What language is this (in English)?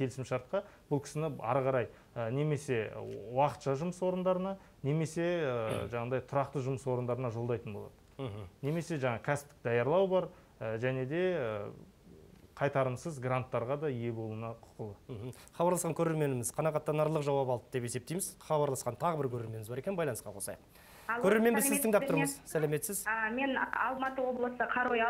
Kazakh